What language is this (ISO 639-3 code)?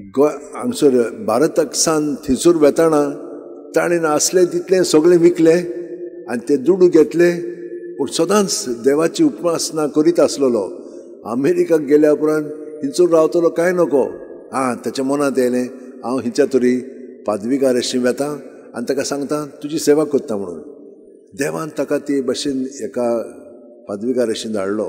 kok